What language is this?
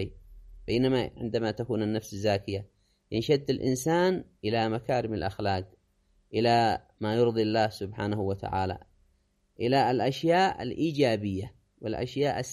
Arabic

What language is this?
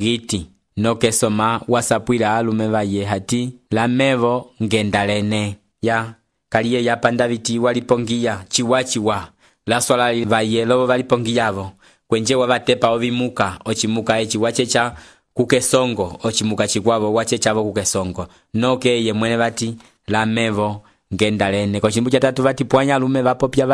Umbundu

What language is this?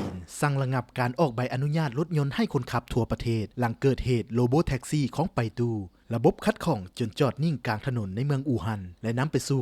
Lao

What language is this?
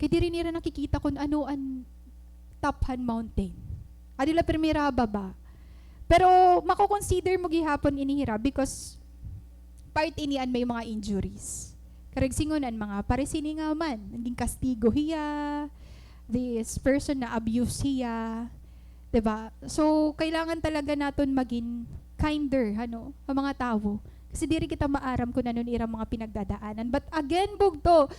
Waray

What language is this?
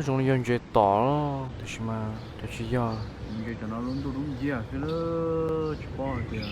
Hmong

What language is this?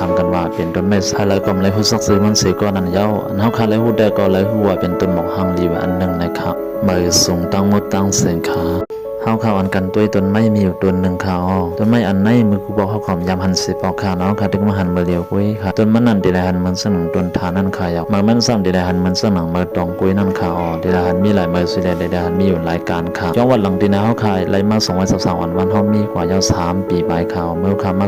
Shan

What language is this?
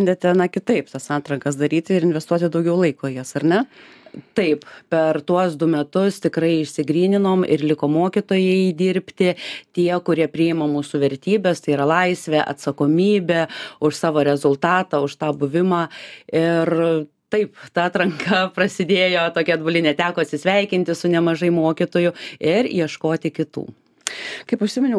Lithuanian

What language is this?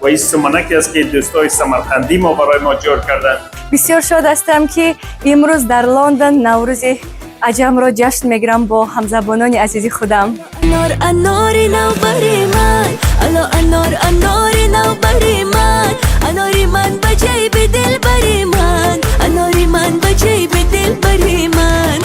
Tajik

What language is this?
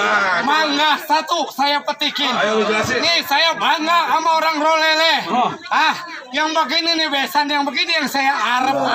Betawi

